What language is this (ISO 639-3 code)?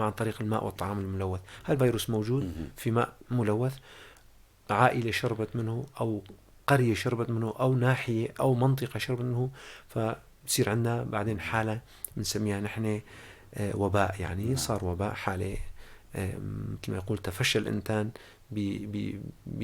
apc